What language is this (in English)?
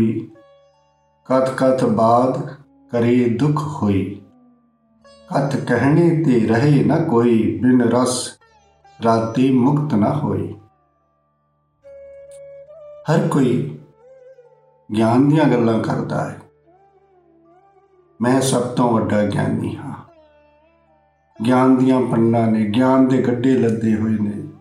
Punjabi